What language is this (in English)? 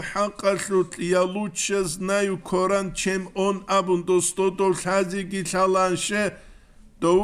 Avaric